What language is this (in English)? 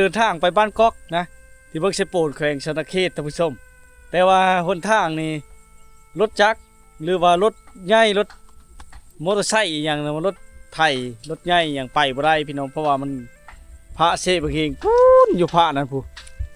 Lao